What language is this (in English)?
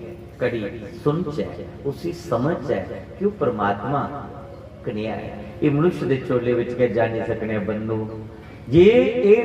Dogri